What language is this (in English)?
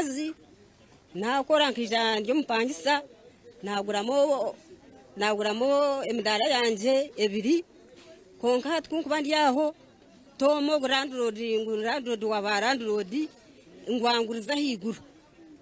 Nyankole